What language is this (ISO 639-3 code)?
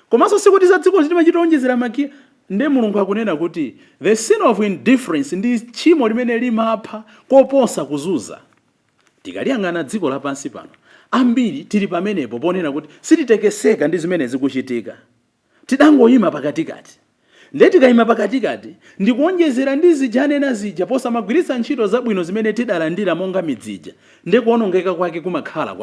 nya